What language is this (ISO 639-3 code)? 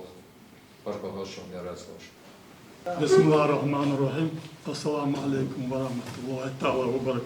inh